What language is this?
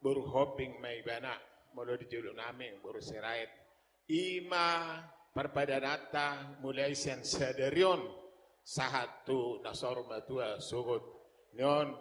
Batak Toba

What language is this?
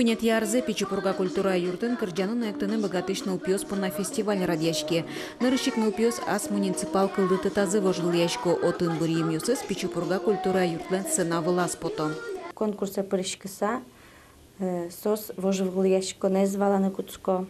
Udmurt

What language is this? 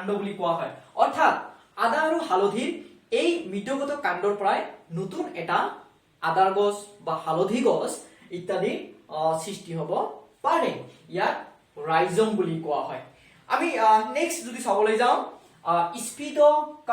Assamese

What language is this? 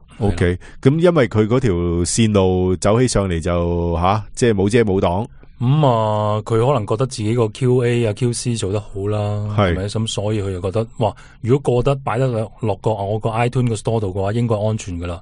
Cantonese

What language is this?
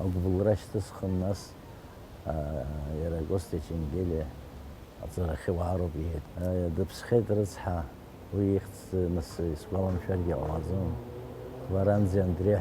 Abkhazian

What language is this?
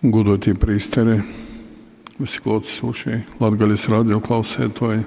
Latgalian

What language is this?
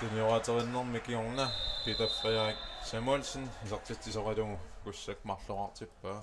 Kalaallisut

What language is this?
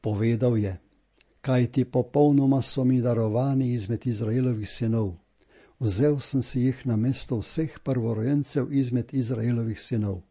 Slovenian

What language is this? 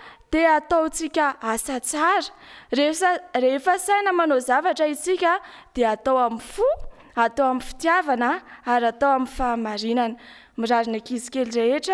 Malagasy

